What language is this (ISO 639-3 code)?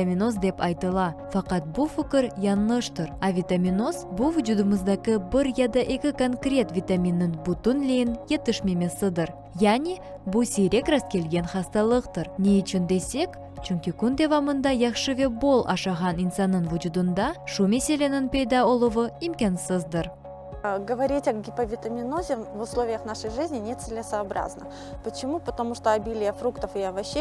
crh